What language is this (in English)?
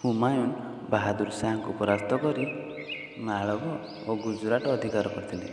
Odia